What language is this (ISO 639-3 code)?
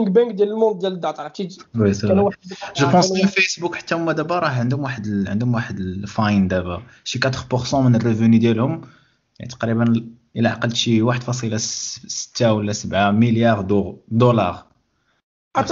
ary